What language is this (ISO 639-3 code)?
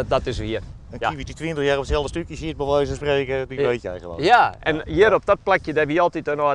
fry